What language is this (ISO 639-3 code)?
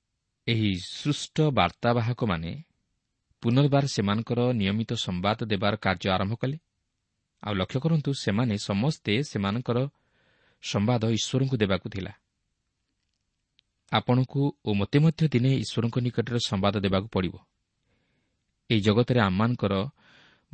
ori